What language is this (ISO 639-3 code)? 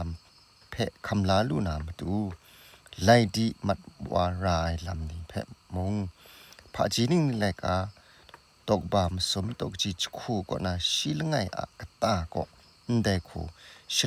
kac